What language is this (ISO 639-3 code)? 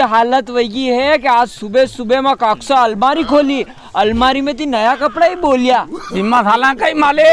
raj